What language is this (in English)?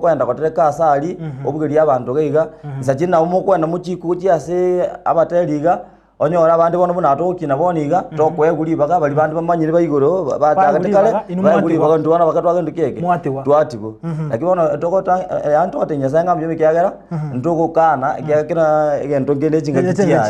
Gusii